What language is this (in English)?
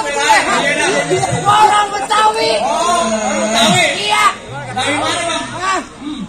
Betawi